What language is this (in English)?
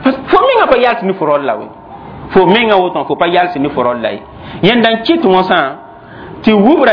Mossi